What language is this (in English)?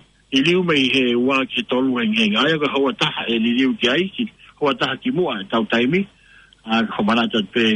Tongan